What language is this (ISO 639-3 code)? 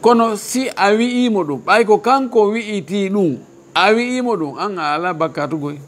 ful